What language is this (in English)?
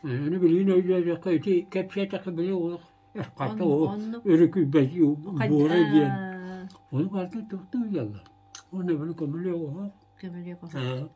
Yakut